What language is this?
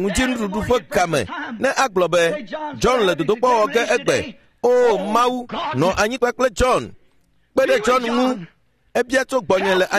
Ewe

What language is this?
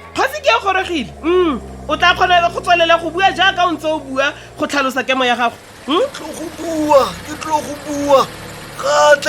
Tswana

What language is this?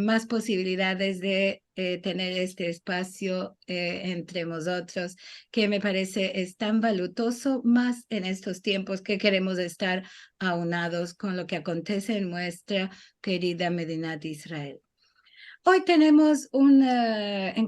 Ladino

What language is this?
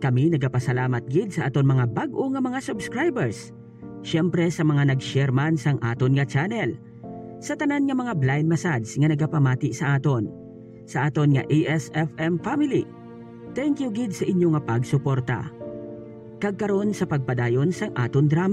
Hiligaynon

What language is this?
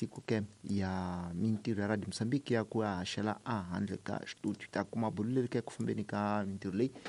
Tsonga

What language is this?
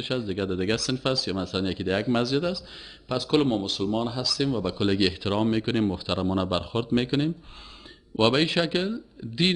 Persian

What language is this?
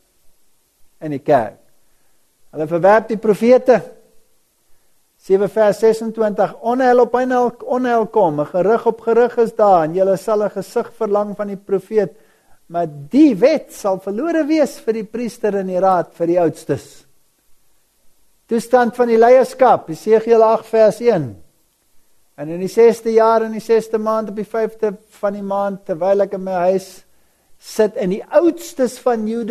Afrikaans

